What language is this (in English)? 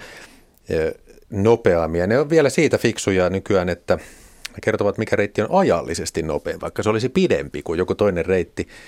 Finnish